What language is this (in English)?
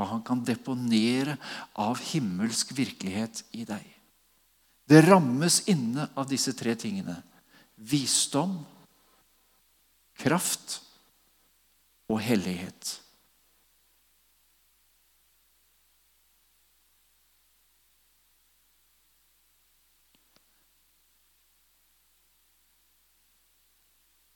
Norwegian